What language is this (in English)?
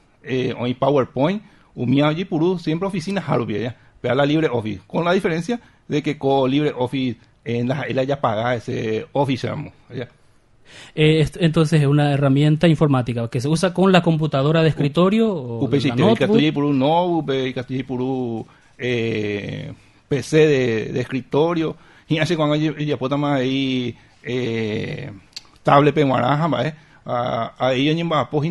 Guarani